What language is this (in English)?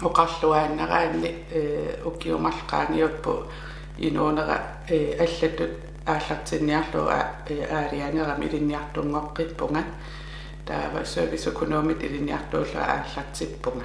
Kalaallisut